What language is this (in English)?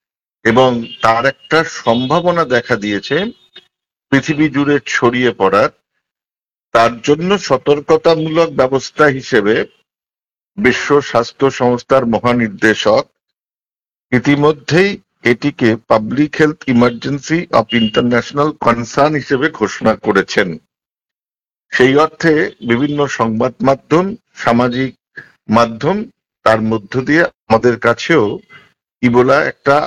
Bangla